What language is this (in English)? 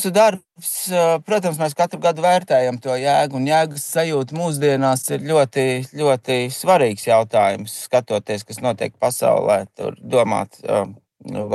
Latvian